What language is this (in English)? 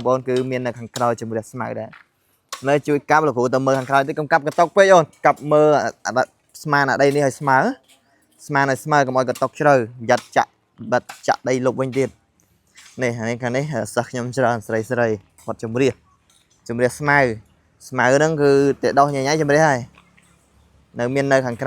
Khmer